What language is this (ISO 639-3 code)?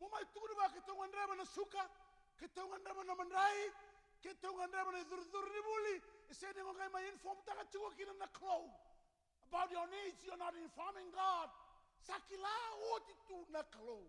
fij